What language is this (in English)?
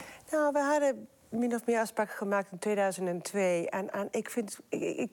Dutch